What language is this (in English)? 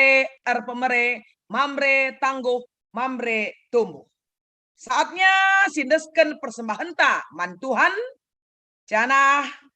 Batak Karo